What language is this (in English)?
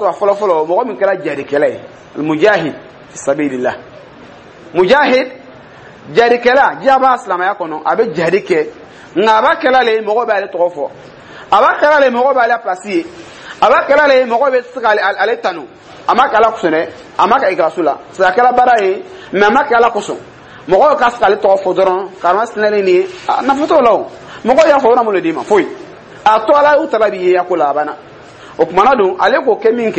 Dyula